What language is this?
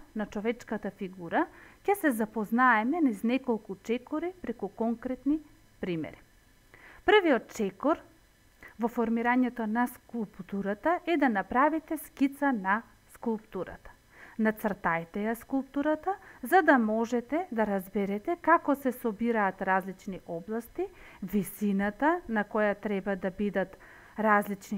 Macedonian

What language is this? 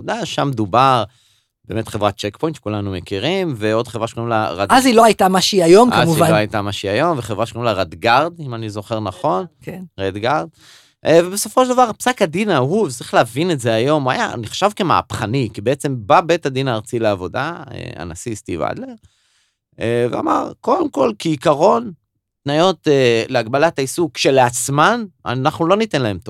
Hebrew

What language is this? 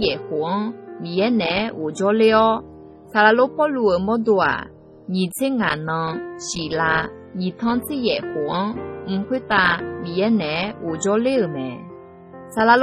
Akha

